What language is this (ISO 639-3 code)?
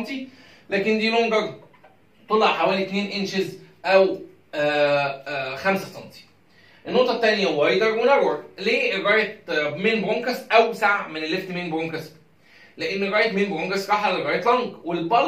arz